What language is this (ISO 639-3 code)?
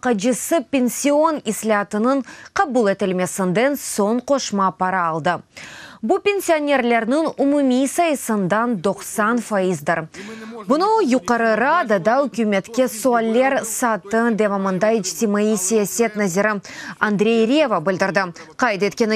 crh